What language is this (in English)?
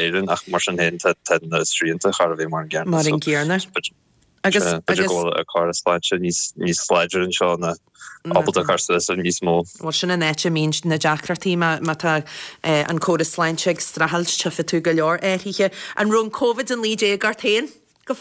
Irish